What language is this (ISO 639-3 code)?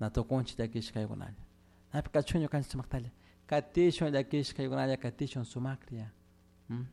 qug